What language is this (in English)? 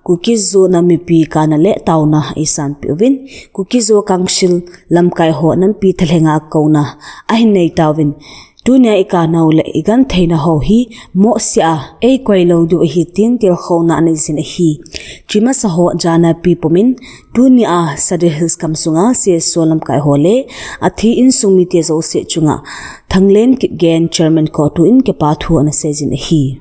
Thado Chin